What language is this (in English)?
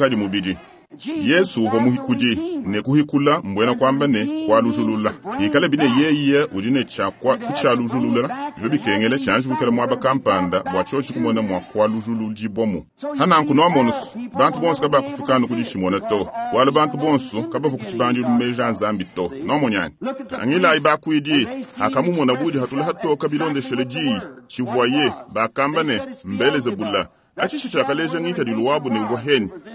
Luba-Lulua